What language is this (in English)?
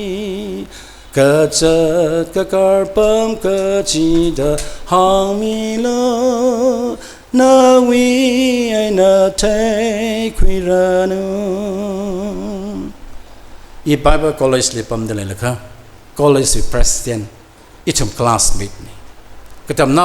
Tangkhul Naga (India)